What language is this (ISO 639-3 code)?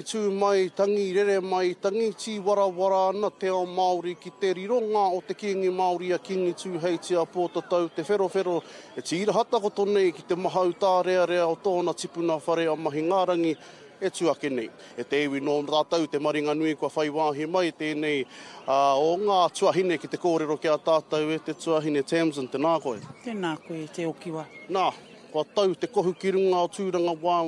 mri